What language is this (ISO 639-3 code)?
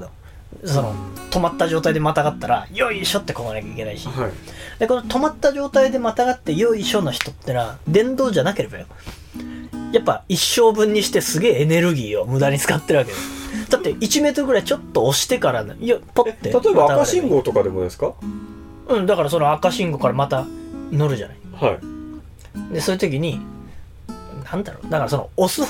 jpn